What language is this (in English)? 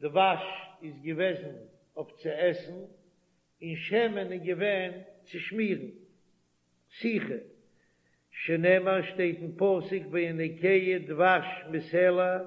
Yiddish